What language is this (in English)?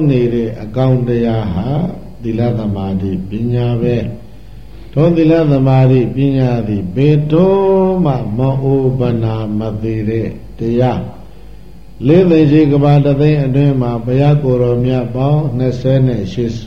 Burmese